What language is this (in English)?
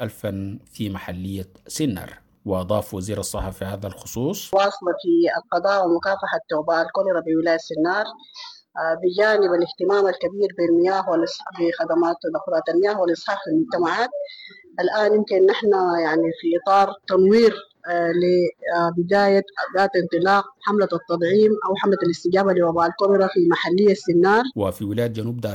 Sudanese Arabic